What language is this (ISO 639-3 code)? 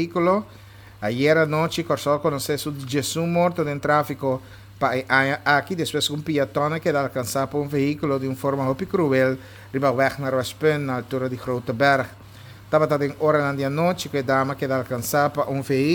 pap